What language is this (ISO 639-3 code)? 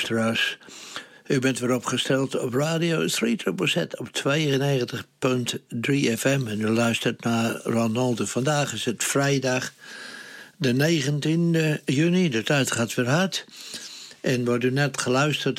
nld